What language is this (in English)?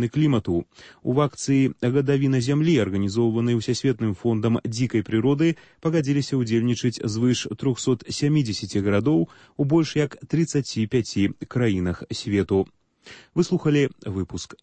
Belarusian